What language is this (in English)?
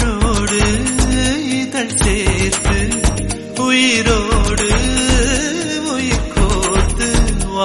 Tamil